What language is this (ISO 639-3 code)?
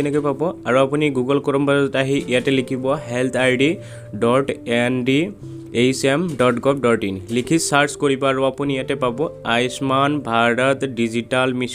asm